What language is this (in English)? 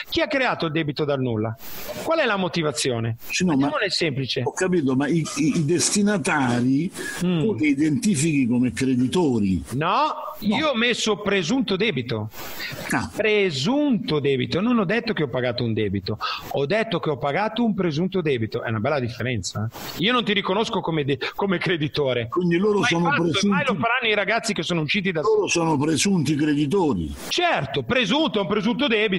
Italian